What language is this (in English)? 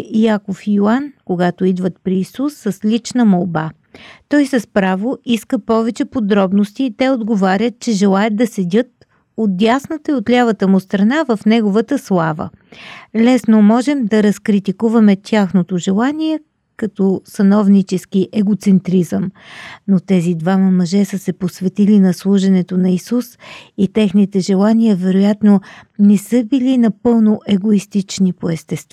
Bulgarian